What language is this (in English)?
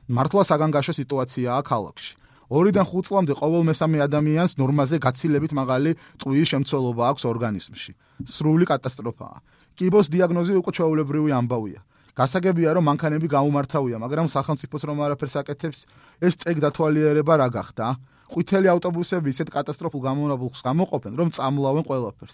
Georgian